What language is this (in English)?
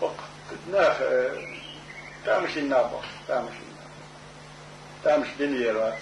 Chechen